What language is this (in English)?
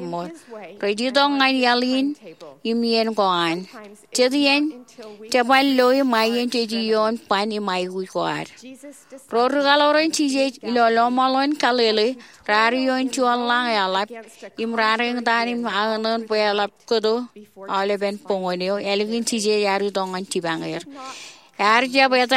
Marshallese